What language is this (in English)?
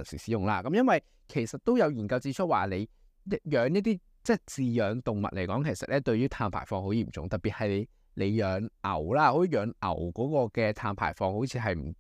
Cantonese